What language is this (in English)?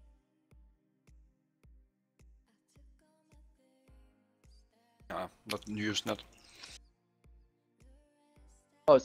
English